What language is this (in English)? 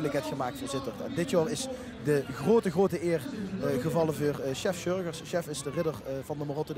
Limburgish